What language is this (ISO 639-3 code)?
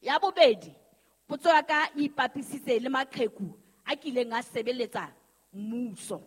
sot